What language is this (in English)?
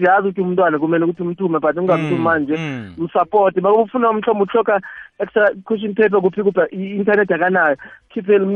South Ndebele